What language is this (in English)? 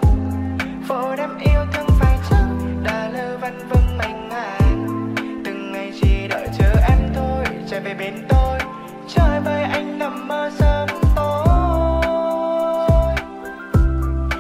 Vietnamese